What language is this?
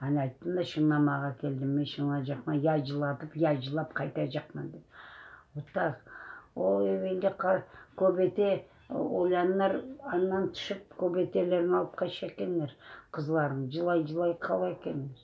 Crimean Tatar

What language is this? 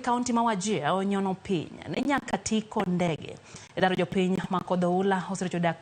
Luo (Kenya and Tanzania)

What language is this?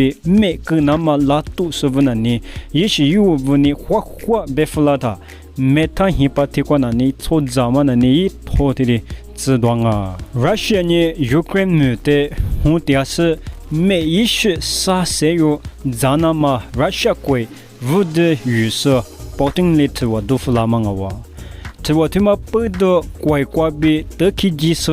Lisu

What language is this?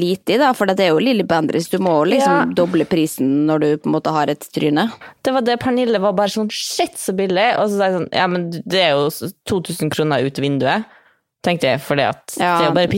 Norwegian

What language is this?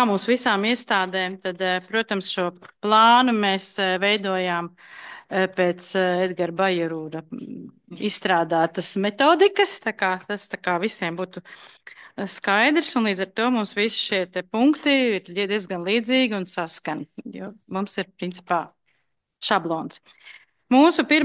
Latvian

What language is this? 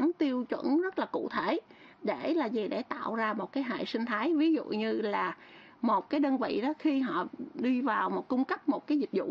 Vietnamese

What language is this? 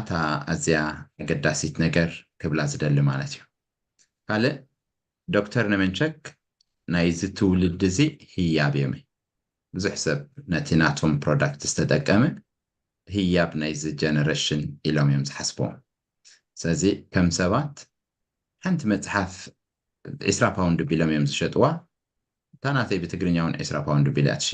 Tigrinya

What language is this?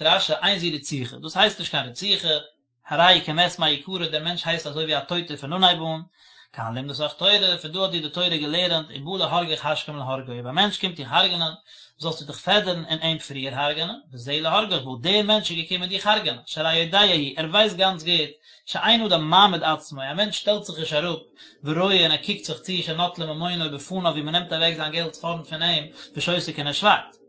Yiddish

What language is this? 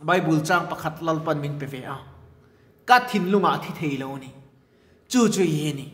Mizo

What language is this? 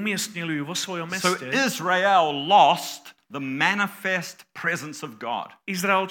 Slovak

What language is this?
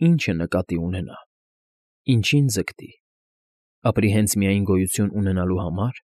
Armenian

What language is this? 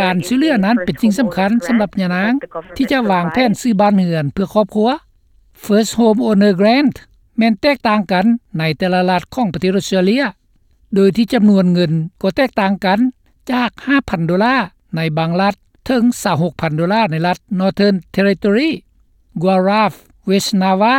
Lao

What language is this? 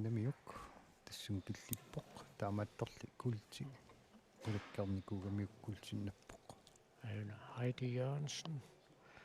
Kalaallisut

